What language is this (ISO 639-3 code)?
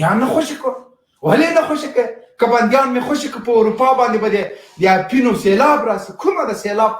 pus